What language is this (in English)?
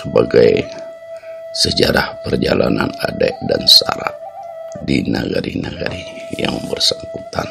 Minangkabau